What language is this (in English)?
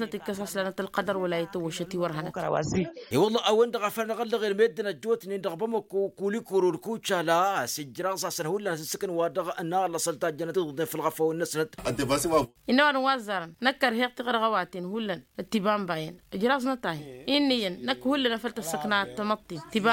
Tamasheq